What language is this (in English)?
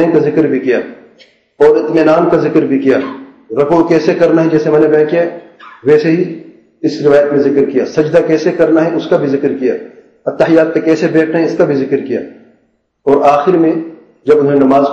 Urdu